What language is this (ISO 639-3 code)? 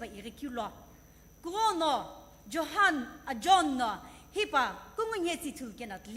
nsm